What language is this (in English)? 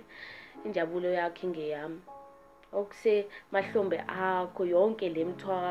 Zulu